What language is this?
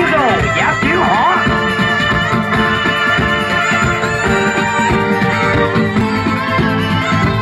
Vietnamese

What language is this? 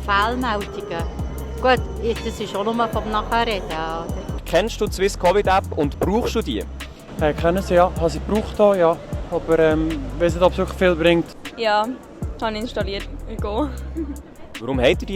Swiss German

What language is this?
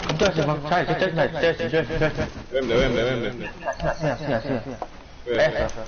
Jamaican Creole English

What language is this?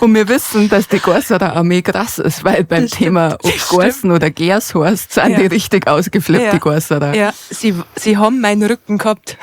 Bavarian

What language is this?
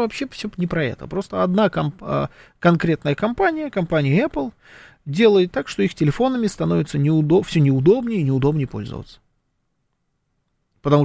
Russian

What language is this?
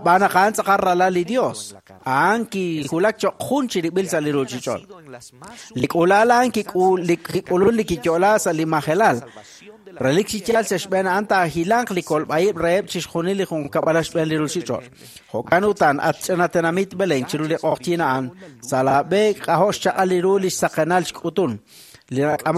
Kekchí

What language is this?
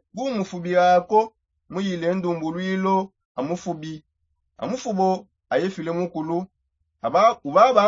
Songe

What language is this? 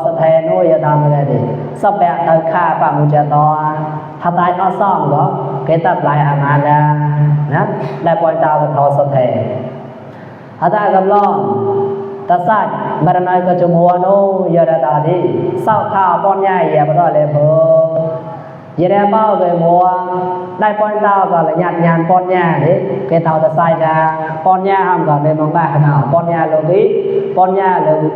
Mon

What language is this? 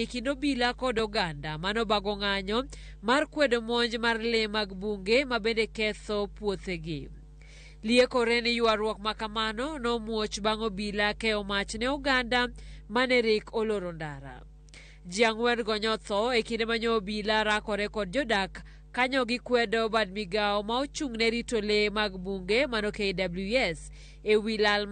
Luo (Kenya and Tanzania)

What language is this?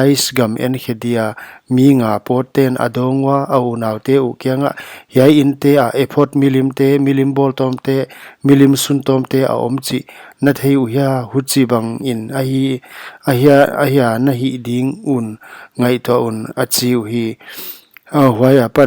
Paite Chin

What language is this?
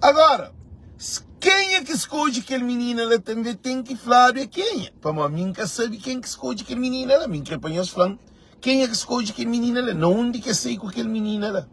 Kabuverdianu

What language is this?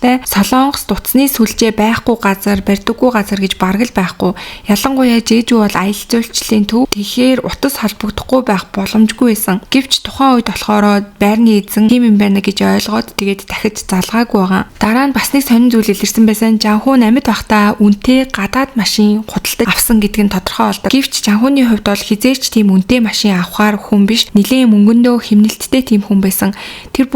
Mongolian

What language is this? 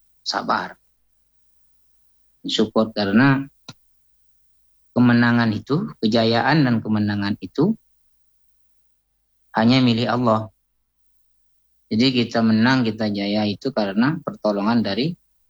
Indonesian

